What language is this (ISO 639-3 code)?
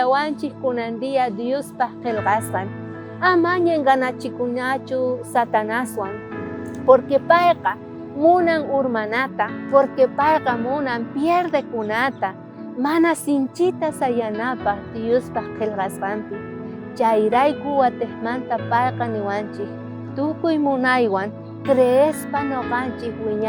quh